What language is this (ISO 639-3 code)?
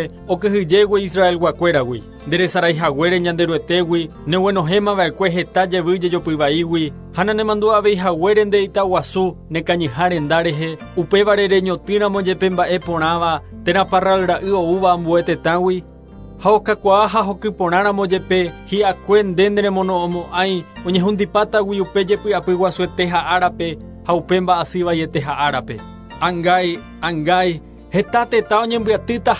grn